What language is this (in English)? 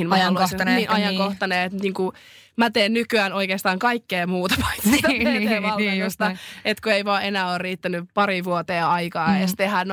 Finnish